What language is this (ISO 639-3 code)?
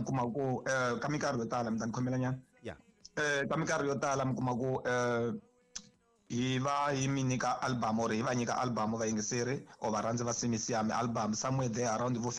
tso